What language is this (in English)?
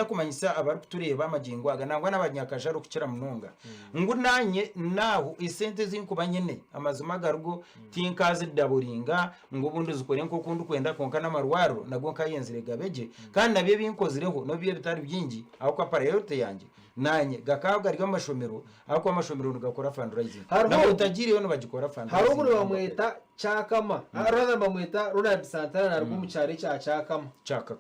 Nyankole